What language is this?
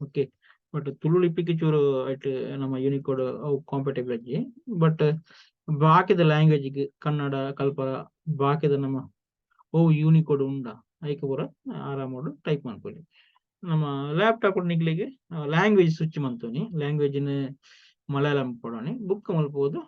Tulu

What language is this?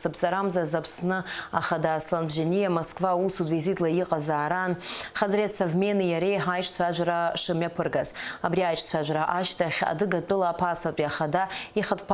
Abkhazian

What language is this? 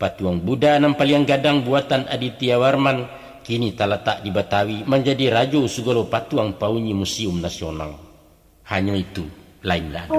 Minangkabau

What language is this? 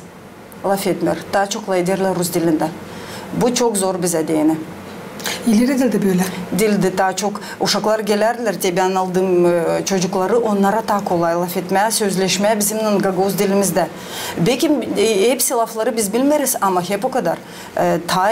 Gagauz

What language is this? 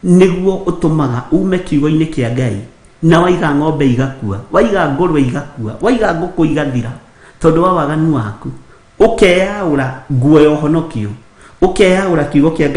Kikuyu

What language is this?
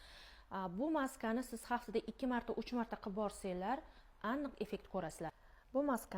Uzbek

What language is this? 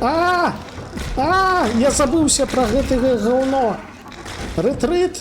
Belarusian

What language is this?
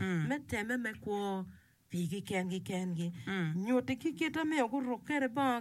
Acoli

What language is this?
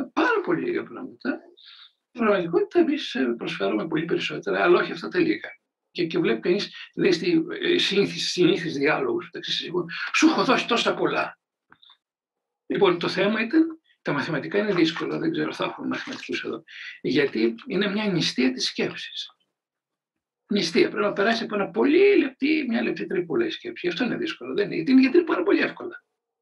Greek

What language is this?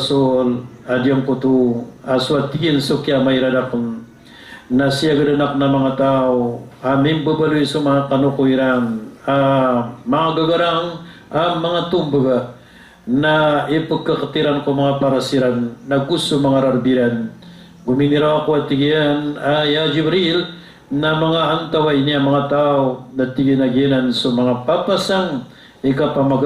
Maranao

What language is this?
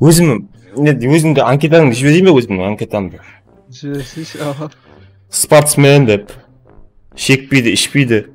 Kara-Kalpak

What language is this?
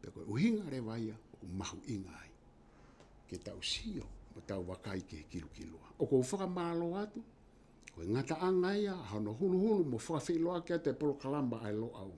Tongan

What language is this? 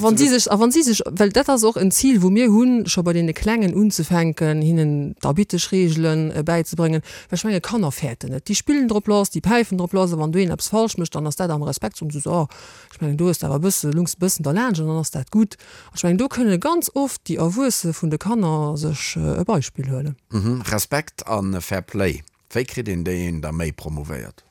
Luxembourgish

